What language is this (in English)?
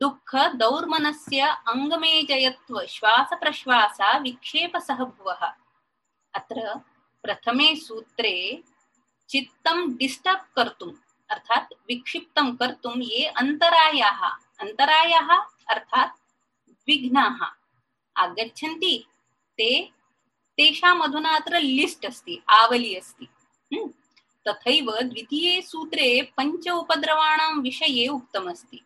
Sanskrit